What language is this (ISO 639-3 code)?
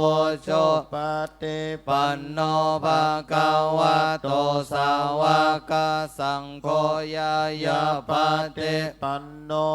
pli